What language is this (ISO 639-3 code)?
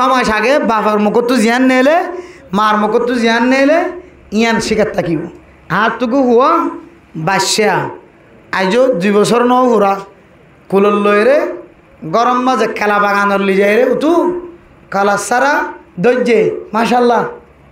rhg